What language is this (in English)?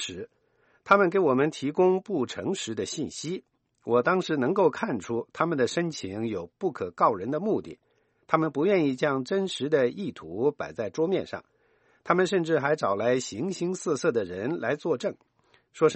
Chinese